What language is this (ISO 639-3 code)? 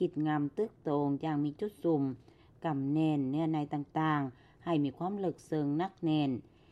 lao